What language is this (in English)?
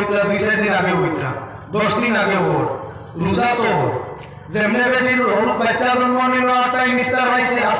Sylheti